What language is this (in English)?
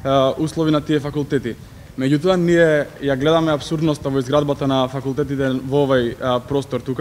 Macedonian